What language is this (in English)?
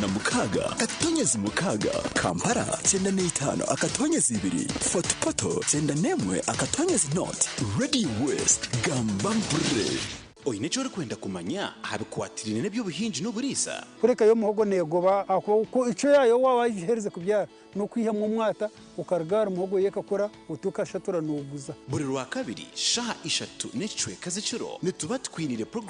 Nyankole